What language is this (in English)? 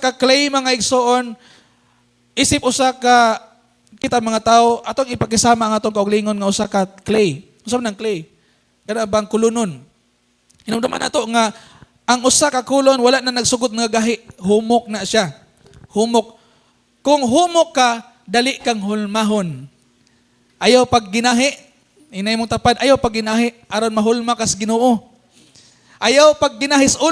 Cebuano